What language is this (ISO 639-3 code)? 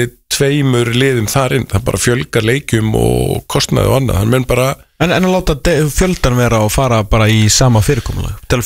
isl